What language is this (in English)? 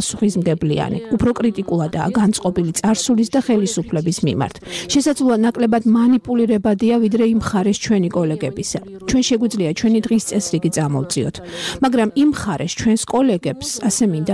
Georgian